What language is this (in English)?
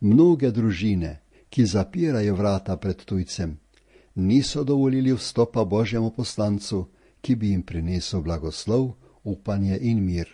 Slovenian